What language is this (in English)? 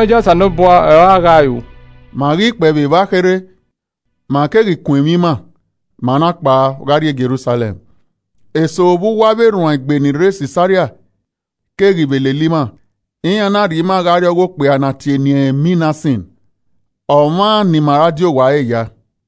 Esan